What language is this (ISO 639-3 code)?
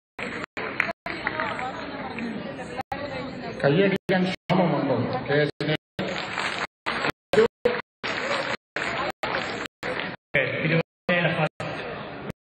mal